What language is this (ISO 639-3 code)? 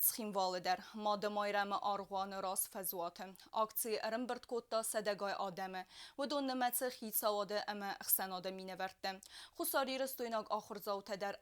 oss